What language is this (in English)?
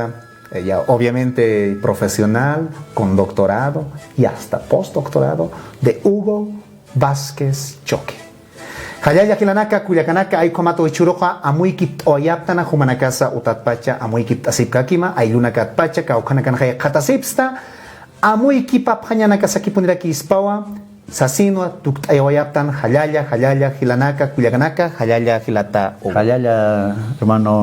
Aymara